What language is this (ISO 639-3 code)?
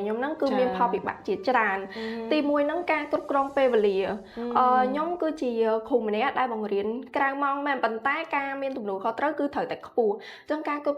khm